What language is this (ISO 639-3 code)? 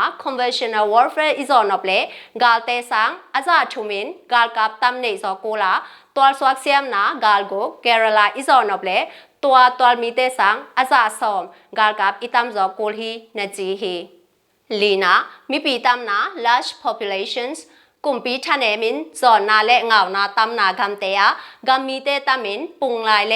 ctd